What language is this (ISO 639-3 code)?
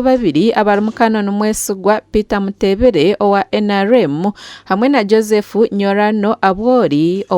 nyn